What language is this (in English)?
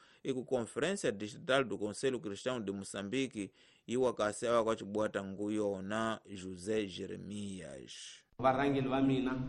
Tsonga